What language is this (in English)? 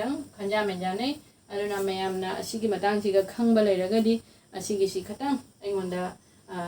Manipuri